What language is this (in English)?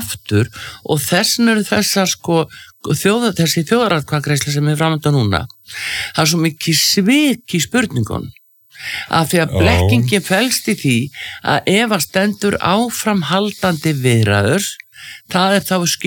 Icelandic